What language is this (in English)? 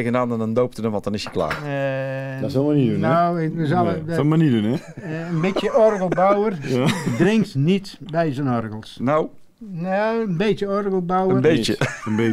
Dutch